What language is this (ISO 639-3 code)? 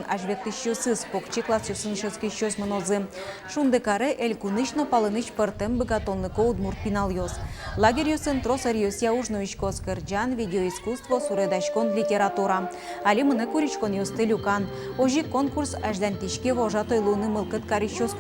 udm